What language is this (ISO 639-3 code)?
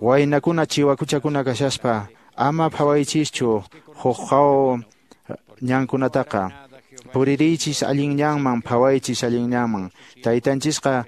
que